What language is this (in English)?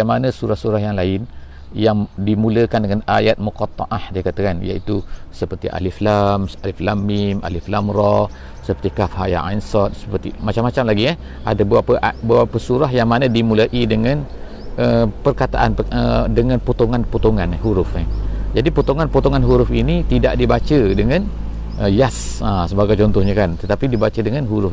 Malay